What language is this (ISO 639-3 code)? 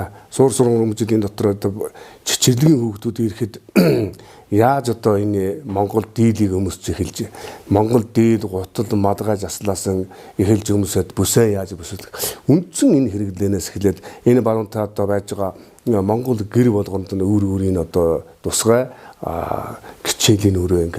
mon